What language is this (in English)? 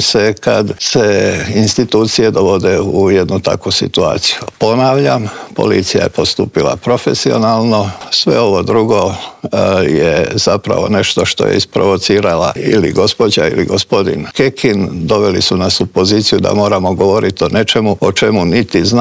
Croatian